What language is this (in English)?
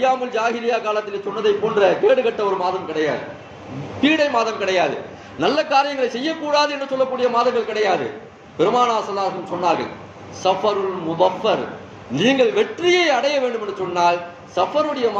Tamil